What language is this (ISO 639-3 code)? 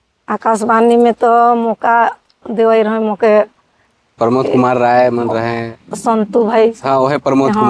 sck